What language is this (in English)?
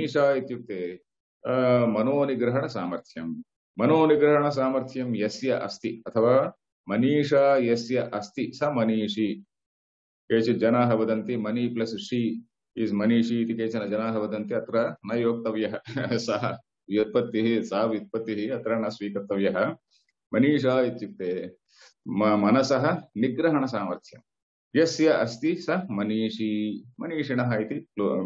Sanskrit